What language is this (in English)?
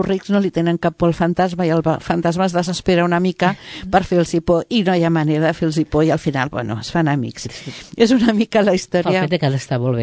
Catalan